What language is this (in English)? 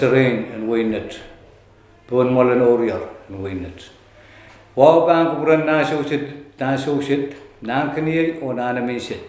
Pohnpeian